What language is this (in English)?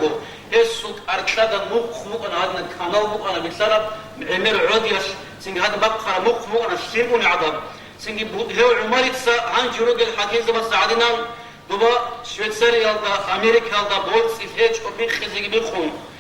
Avaric